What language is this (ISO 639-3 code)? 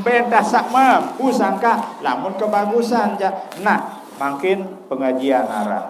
sas